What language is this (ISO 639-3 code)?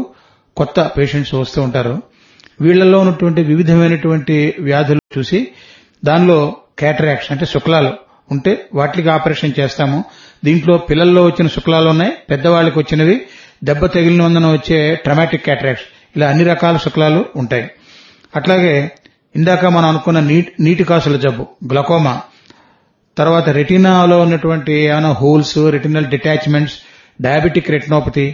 tel